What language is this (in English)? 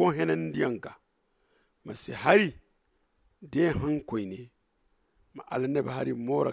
Zarma